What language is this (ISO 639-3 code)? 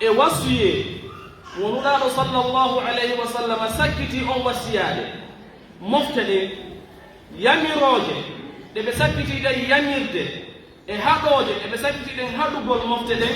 fuf